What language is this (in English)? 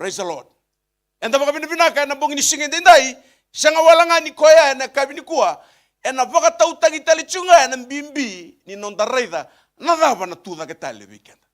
Fijian